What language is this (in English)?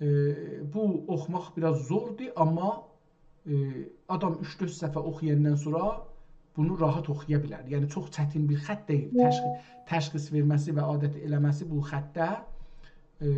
South Azerbaijani